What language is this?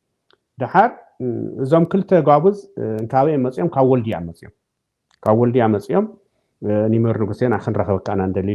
Tigrinya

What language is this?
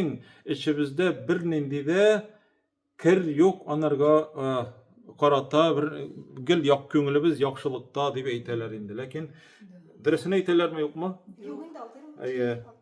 Tatar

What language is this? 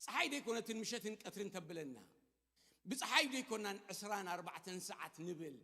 Tigrinya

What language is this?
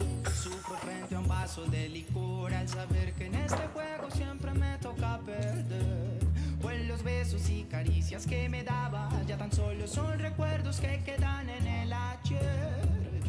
Spanish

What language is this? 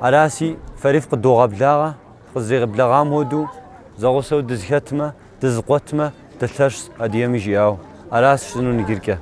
Kabardian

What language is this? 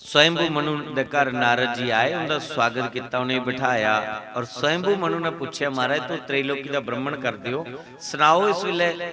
Dogri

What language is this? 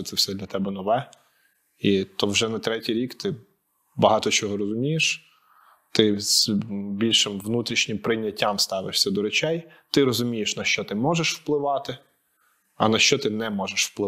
Ukrainian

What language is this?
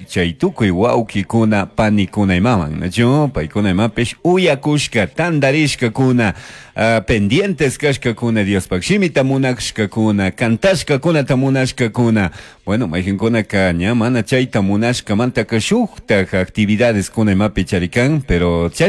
Chimborazo Highland Quichua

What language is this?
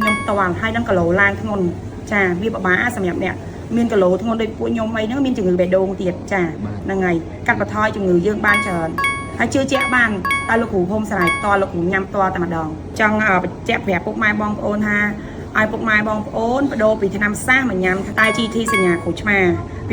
Khmer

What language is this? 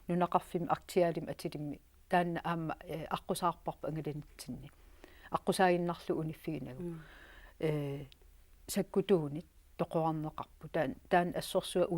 Kalaallisut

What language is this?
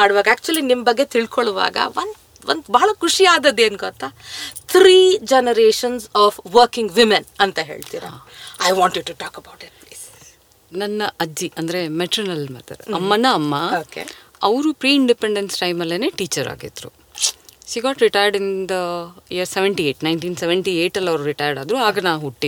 Kannada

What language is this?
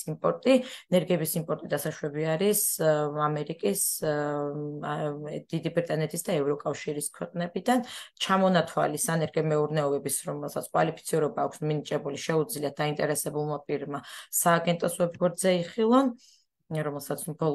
Georgian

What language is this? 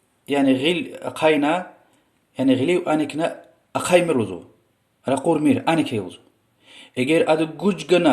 Lezghian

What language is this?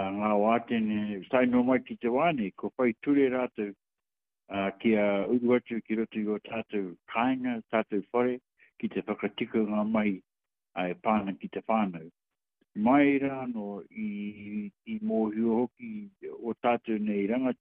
Māori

